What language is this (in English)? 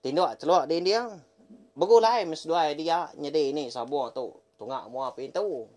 Iban